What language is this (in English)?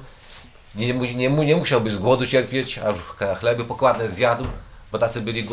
Polish